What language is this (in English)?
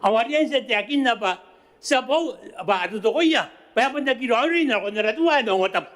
Gilbertese